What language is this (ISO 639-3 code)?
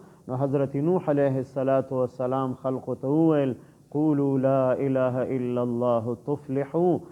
pus